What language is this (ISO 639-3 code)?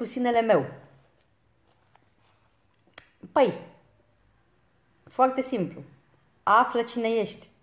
ron